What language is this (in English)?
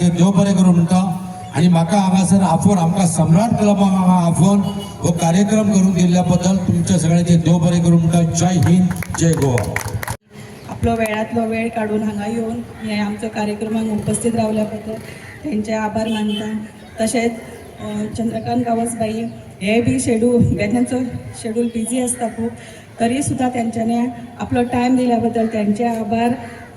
Konkani